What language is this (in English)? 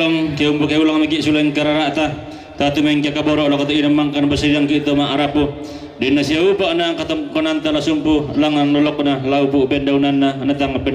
Toraja-Sa'dan